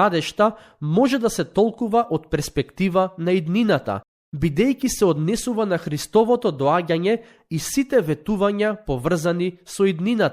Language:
Macedonian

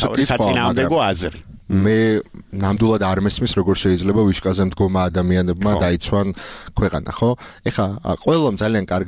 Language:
Georgian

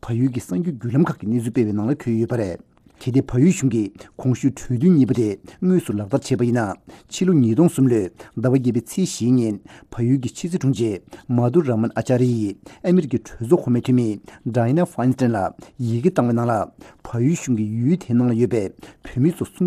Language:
Tibetan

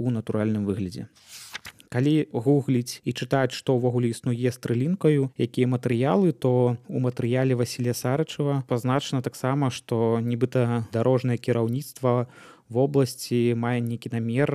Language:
Belarusian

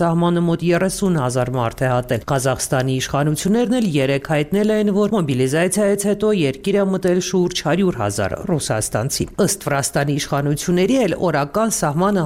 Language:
Armenian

